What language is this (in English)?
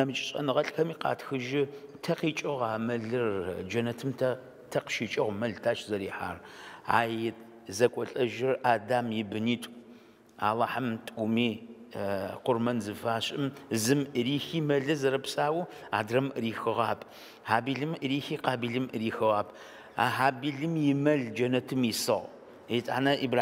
Adyghe